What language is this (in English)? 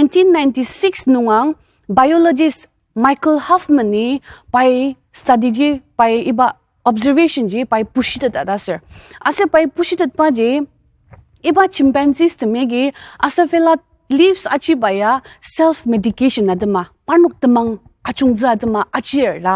Ao Naga